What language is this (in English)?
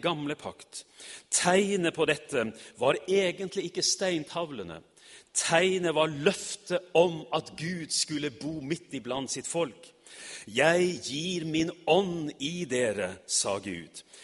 Norwegian